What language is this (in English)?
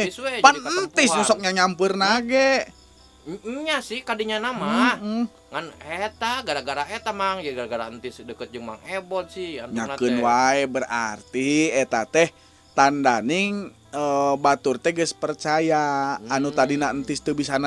Sundanese